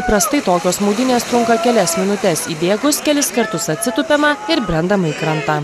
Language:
Lithuanian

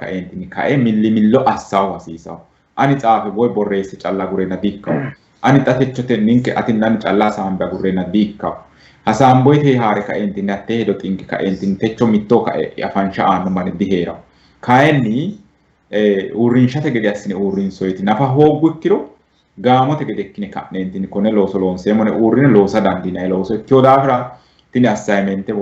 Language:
Sidamo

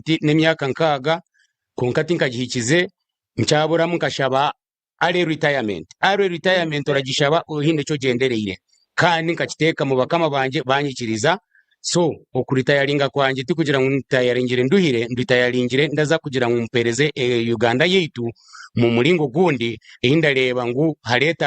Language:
Nyankole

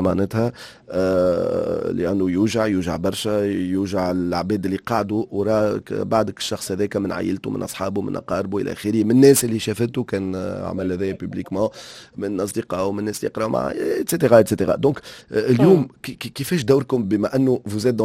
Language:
Tunisian Arabic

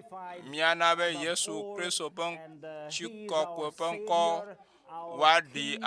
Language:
Ewe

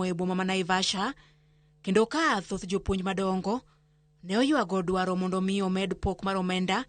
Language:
Luo (Kenya and Tanzania)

